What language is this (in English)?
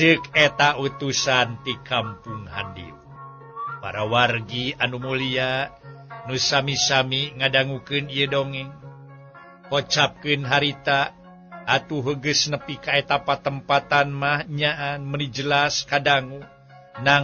Sundanese